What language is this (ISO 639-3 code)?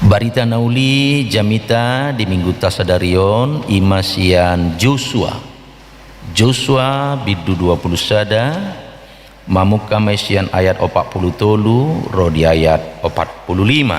bbc